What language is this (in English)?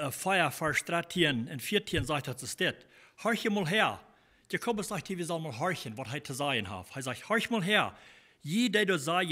Plautdietsch